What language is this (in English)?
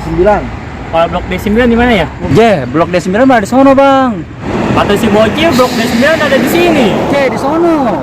Betawi